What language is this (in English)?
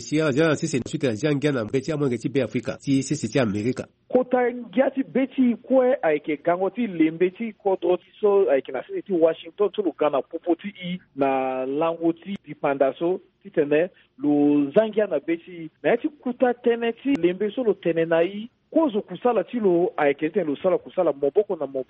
Sango